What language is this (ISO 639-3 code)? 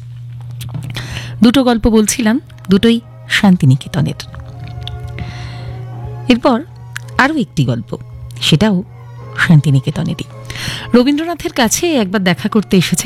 ben